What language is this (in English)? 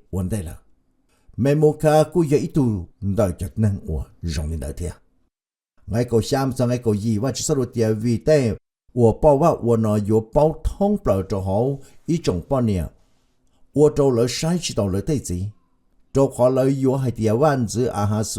Hmong